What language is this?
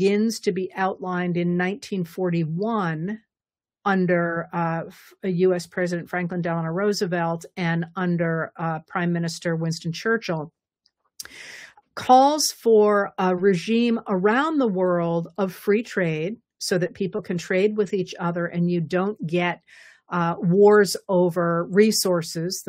English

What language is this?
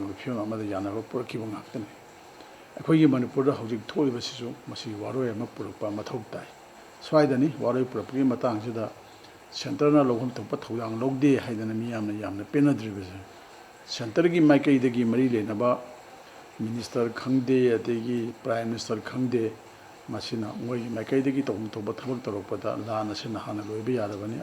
Manipuri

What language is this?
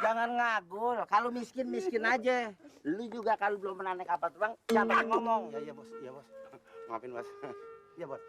Betawi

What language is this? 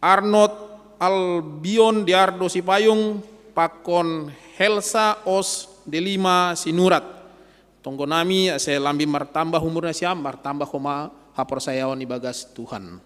Batak Simalungun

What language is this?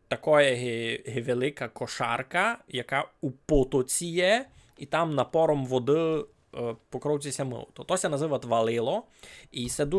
Rusyn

